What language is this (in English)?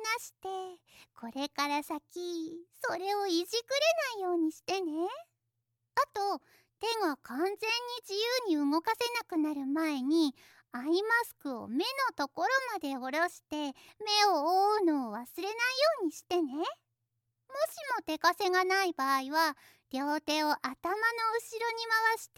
Japanese